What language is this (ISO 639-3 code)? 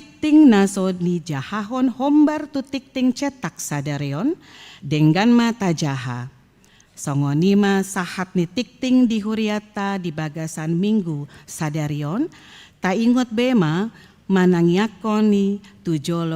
bbc